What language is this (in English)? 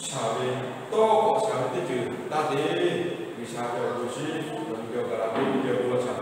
Lahu